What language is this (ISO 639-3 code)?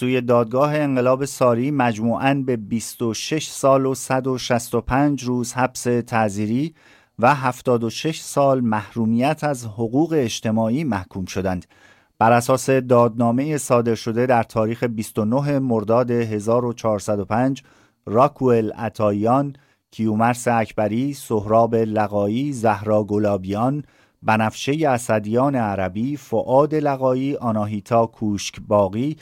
fas